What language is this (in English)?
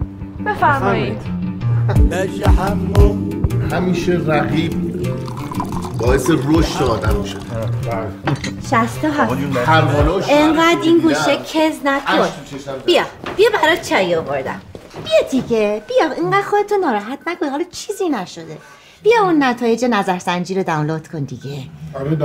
Persian